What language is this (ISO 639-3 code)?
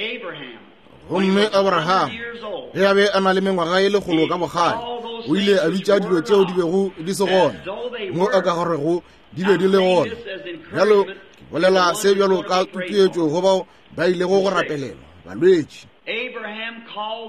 nso